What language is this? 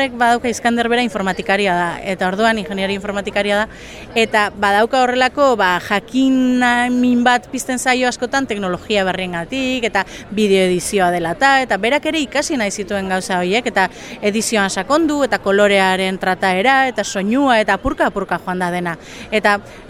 Basque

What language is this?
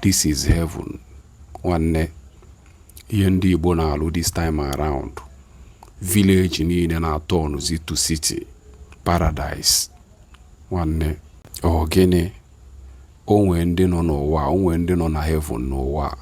Igbo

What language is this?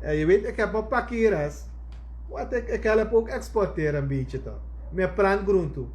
Sranan Tongo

